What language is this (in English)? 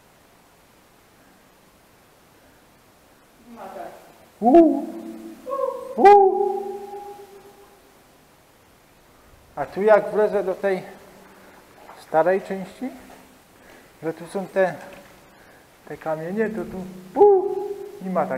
Polish